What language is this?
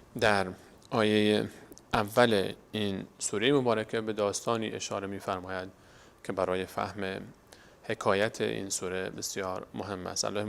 Persian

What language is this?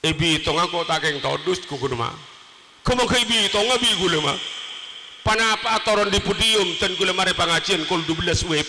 Madurese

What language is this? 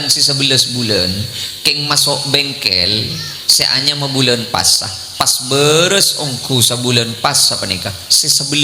Madurese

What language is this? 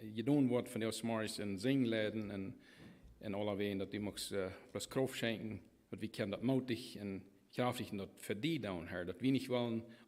Plautdietsch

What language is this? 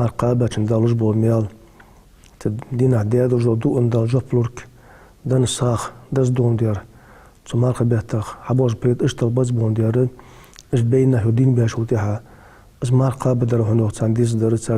Ingush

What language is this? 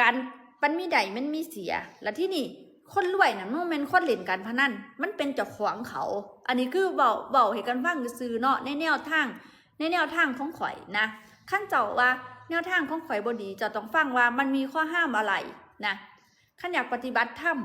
Northeastern Thai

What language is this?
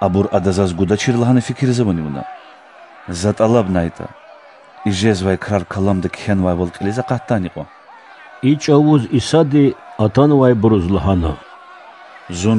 Lezghian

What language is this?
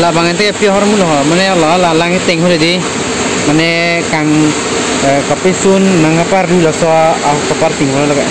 Karbi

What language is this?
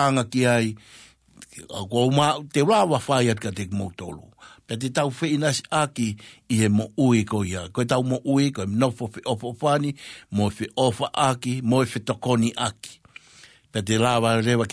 Tongan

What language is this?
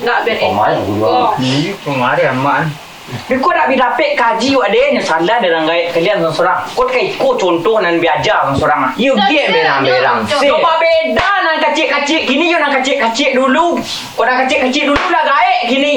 Minangkabau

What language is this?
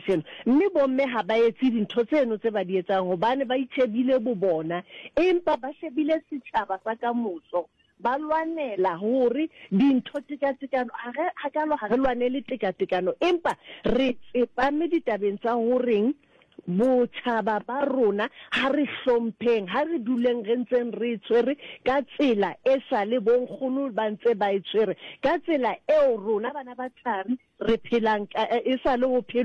Southern Sotho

